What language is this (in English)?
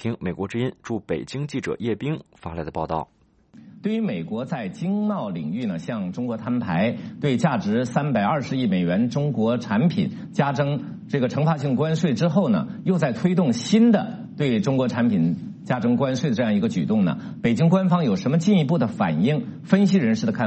Chinese